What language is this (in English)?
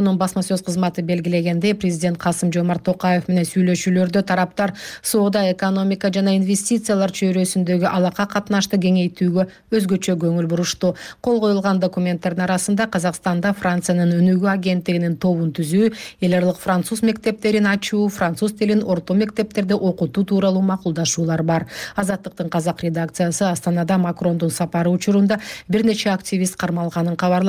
Kyrgyz